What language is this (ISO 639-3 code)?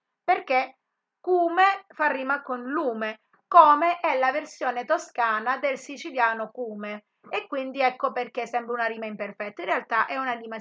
ita